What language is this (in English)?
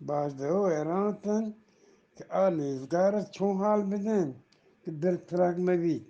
Eastern Balochi